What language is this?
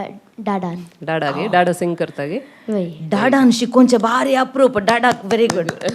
Konkani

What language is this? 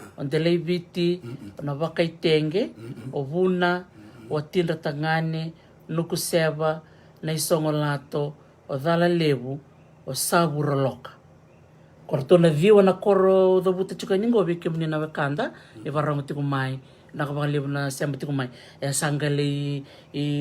Fijian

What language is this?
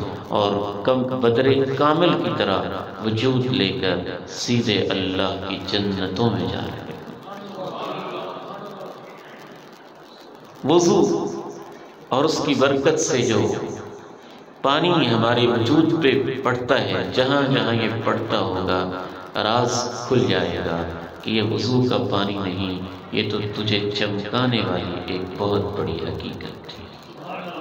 Urdu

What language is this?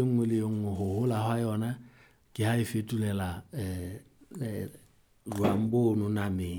Southern Sotho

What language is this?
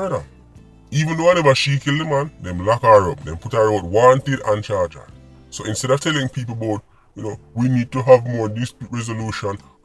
Jamaican Creole English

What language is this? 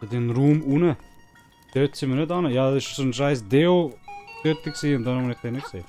Swiss German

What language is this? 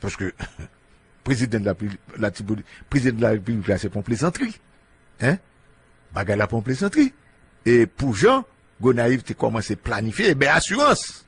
Haitian Creole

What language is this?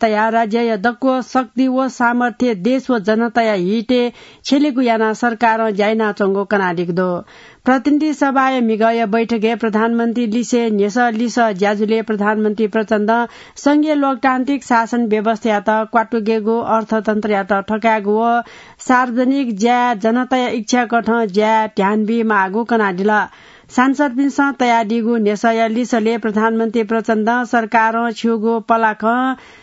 Newari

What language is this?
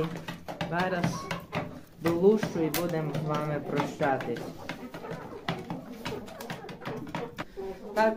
Ukrainian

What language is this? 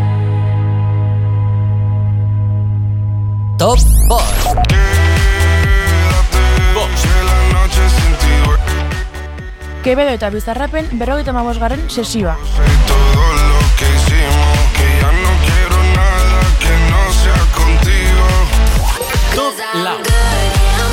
Basque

